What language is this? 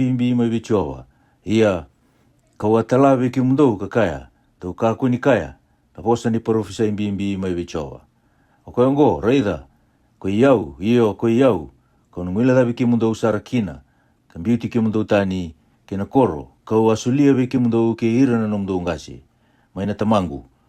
Fijian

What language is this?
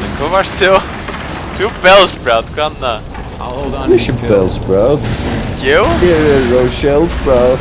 Faroese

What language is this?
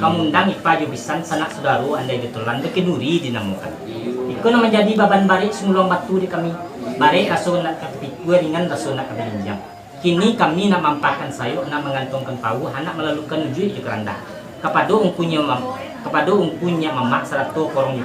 Minangkabau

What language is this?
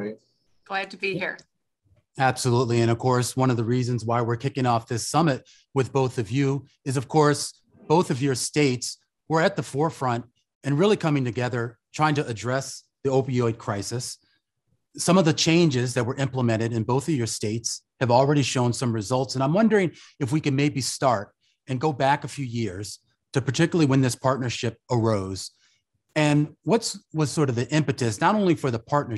English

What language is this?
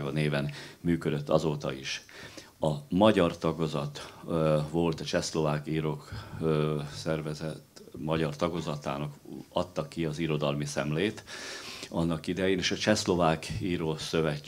Hungarian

